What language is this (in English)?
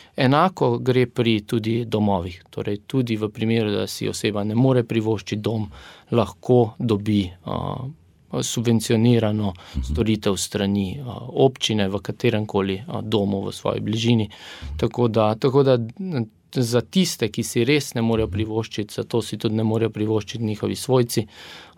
Slovenian